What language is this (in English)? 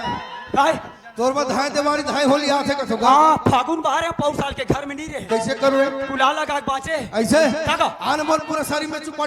Chhattisgarhi